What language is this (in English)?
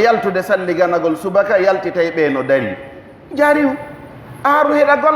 Pular